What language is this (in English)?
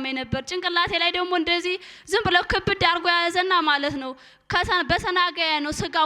Amharic